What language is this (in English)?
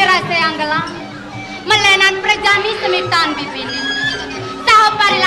Balinese